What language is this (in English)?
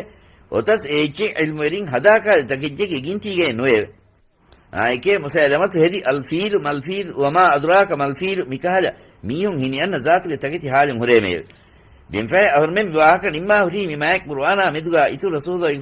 Divehi